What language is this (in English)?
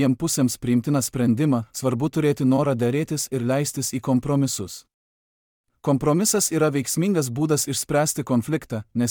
Lithuanian